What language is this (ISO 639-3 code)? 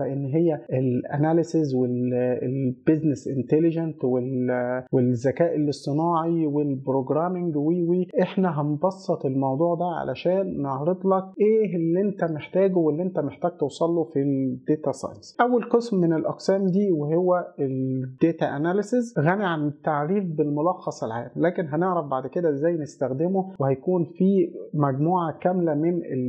arz